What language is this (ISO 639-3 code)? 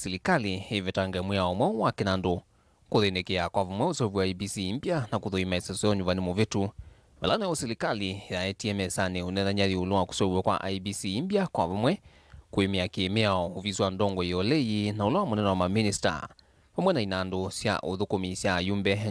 kam